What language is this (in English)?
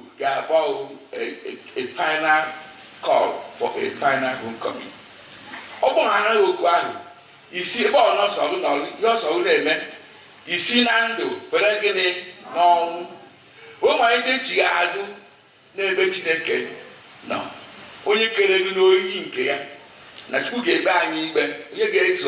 Igbo